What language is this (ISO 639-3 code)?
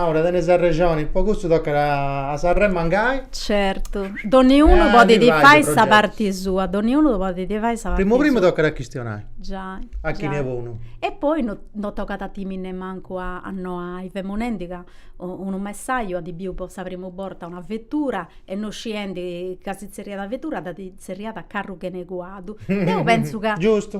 srd